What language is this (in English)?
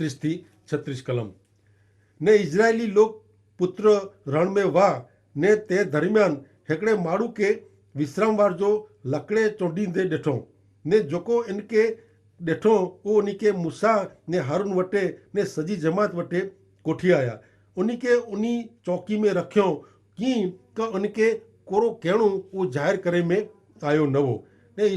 Kachhi